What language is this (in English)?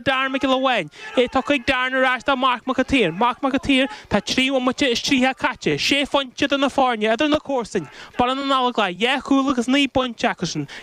Irish